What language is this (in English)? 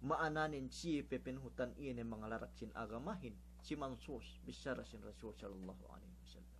Yakan